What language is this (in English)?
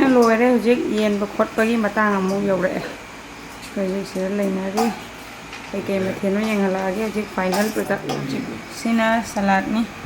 Manipuri